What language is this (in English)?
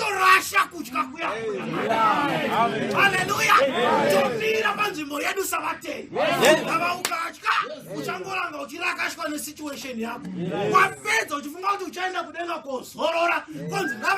Shona